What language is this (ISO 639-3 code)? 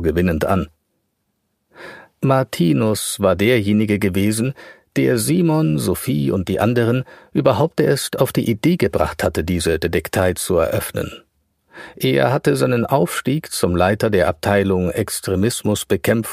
deu